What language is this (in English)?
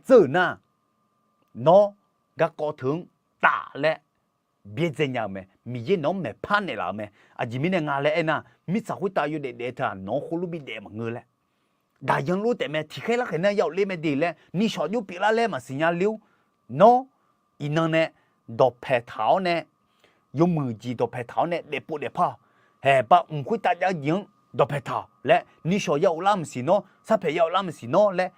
Akha